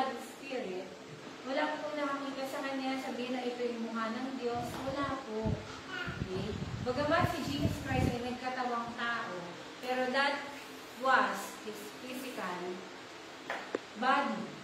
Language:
Filipino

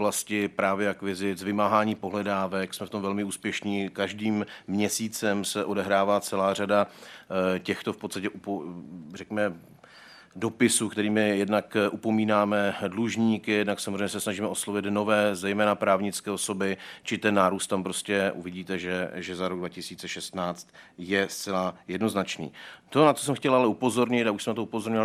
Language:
Czech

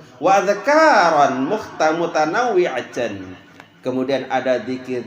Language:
Sasak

